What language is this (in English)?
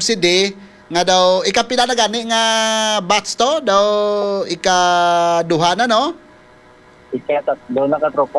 Hiligaynon